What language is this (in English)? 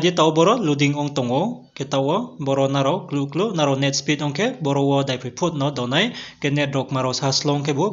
Riang (India)